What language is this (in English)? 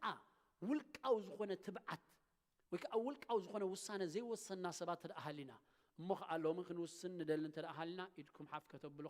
Tigrinya